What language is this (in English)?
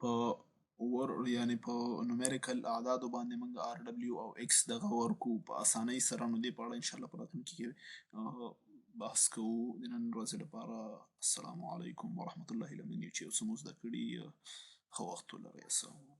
Pashto